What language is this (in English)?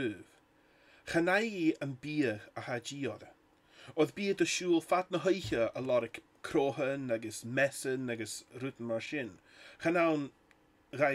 Scottish Gaelic